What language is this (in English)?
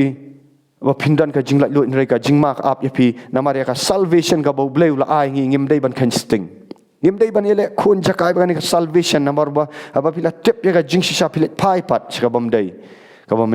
Khasi